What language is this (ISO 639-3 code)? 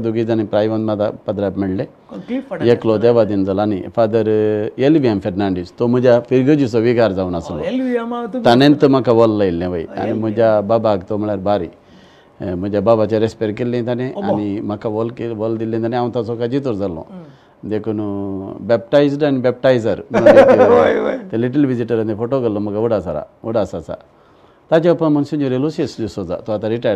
kok